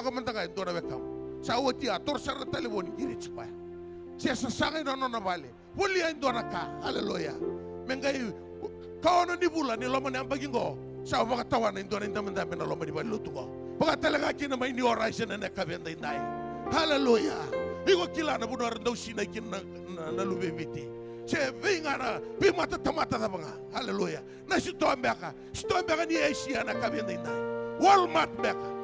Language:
Fijian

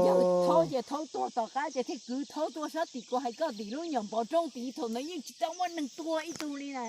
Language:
Hmong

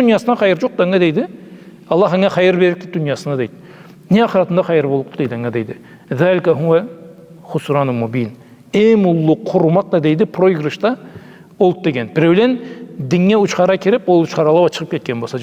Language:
Karachay-Balkar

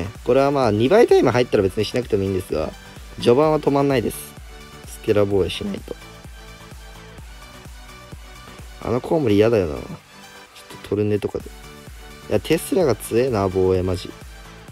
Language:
Japanese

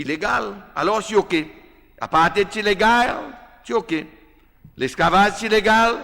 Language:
Seselwa Creole French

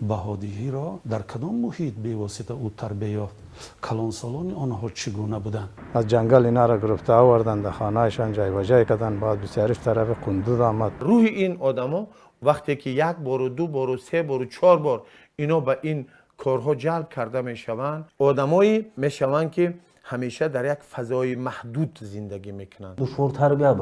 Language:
Tajik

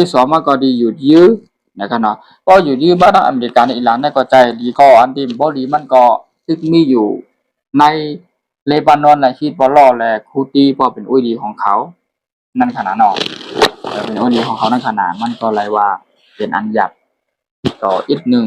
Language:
Shan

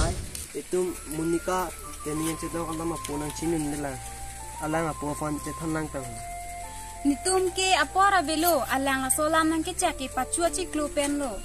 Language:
Karbi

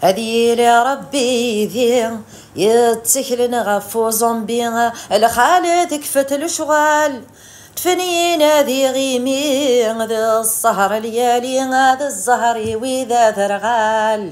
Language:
Kabyle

